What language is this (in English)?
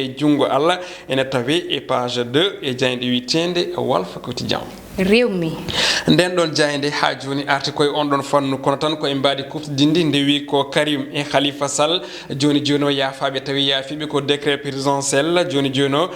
Fula